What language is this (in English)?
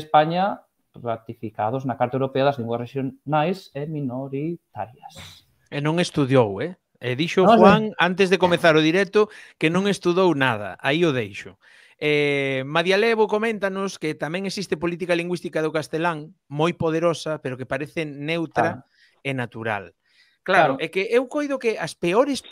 Galician